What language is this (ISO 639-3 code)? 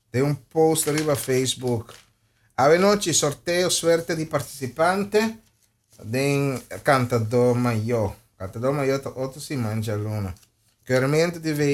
pap